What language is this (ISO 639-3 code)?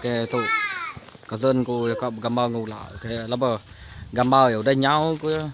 iba